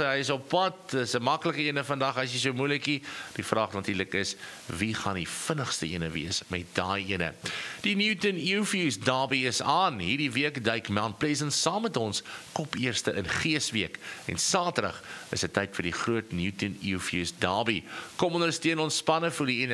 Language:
Afrikaans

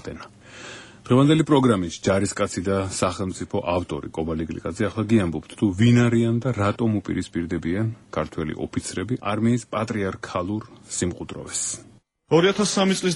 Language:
Georgian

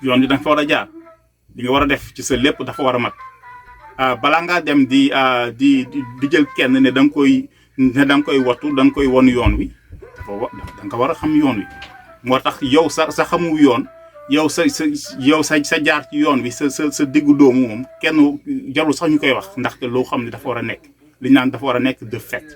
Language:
Wolof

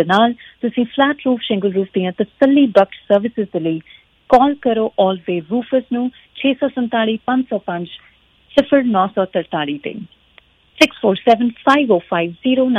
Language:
Punjabi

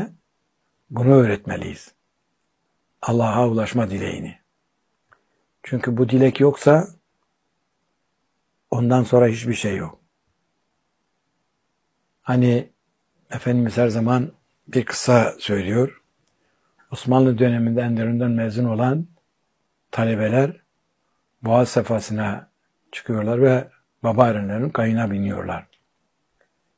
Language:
Turkish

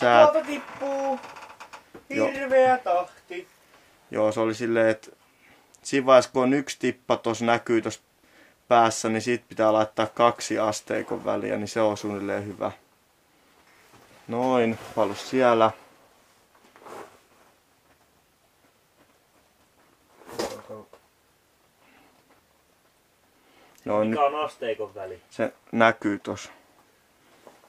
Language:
Finnish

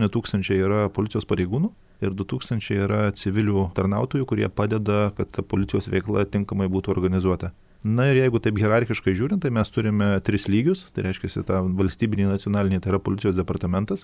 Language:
Lithuanian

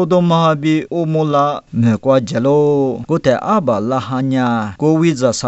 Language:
Lisu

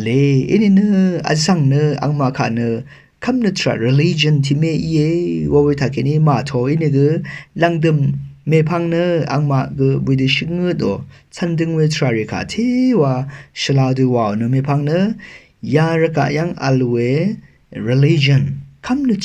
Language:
Rawang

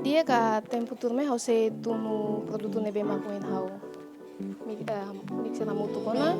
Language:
Tetum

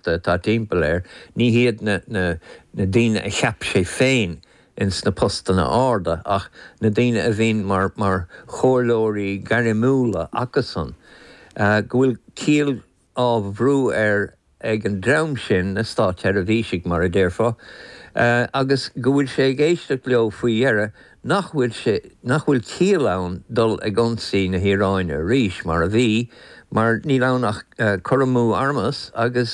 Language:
Irish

